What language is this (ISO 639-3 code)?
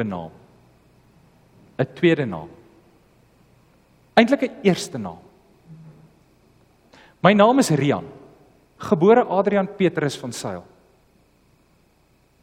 afr